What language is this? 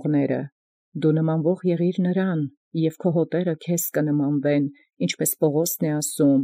Armenian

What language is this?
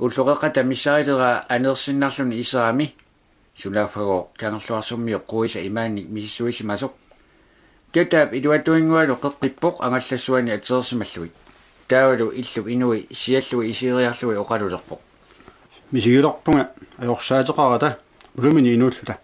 Kalaallisut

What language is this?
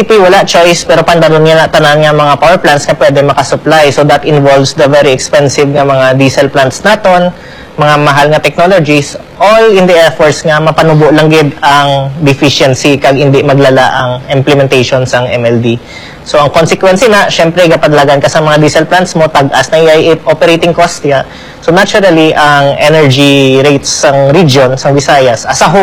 Hiligaynon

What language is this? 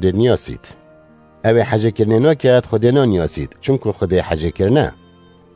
Kurdish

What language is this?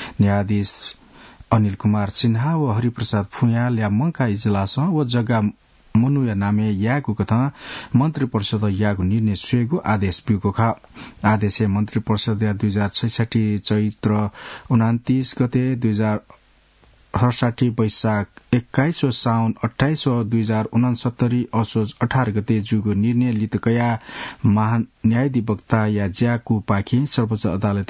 Newari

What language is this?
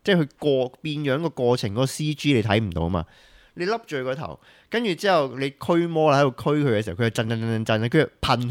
Cantonese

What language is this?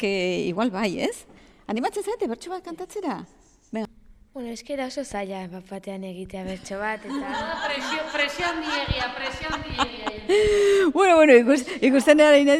Basque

